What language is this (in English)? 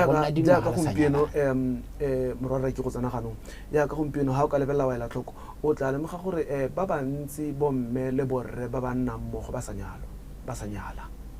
Tswana